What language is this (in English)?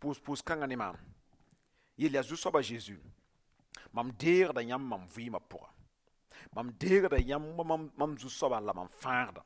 Mossi